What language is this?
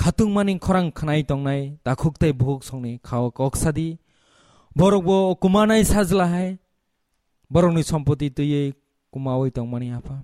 Kok Borok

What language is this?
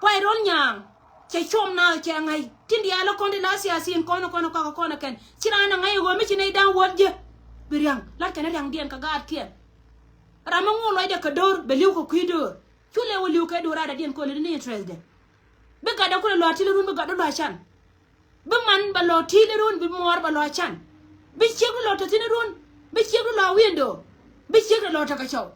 Nuer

